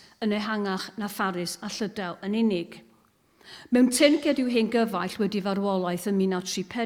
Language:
Welsh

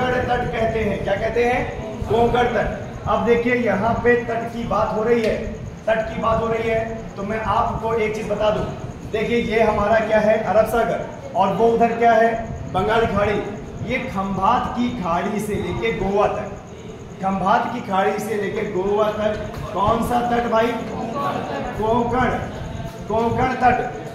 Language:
Hindi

